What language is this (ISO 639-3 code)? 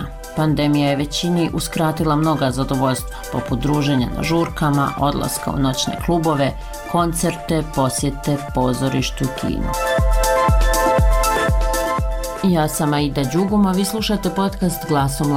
bos